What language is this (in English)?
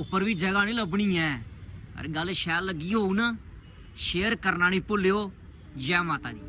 Dogri